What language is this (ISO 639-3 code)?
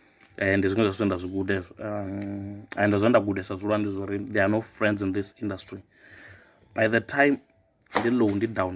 ven